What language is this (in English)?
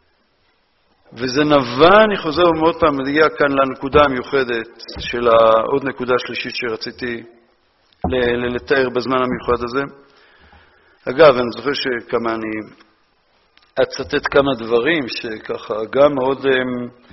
Hebrew